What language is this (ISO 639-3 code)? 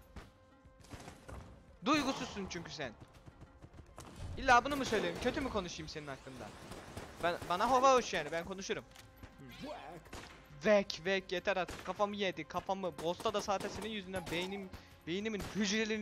tur